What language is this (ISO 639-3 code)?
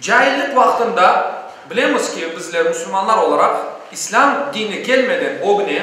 crh